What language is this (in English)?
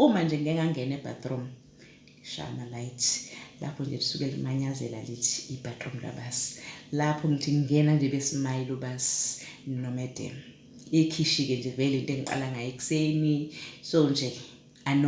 Zulu